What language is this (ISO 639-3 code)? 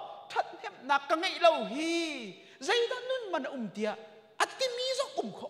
cnh